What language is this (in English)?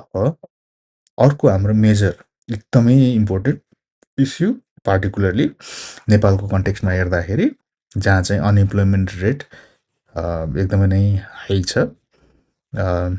Nepali